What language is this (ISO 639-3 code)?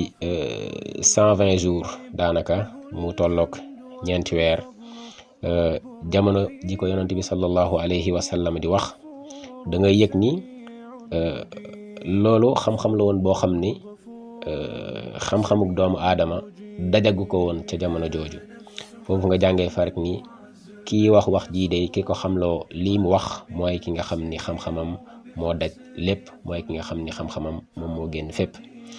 wol